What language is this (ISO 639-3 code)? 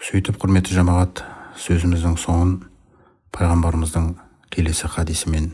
kaz